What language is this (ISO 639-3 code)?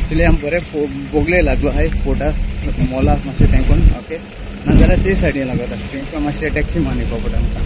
kok